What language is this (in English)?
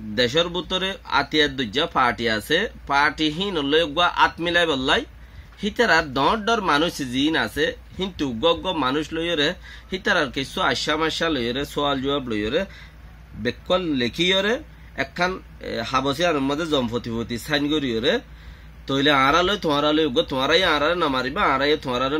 Rohingya